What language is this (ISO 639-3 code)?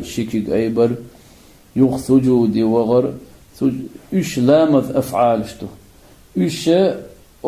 che